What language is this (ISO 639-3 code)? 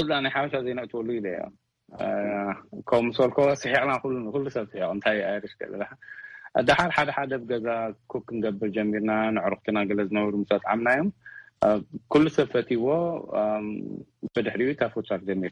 tir